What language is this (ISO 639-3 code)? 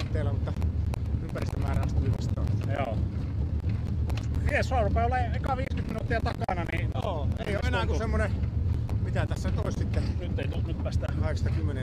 fin